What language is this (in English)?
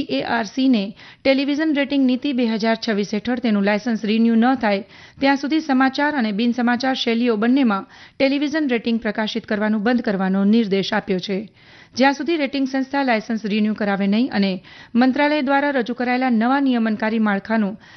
Gujarati